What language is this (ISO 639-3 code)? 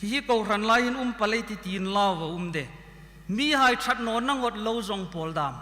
hmr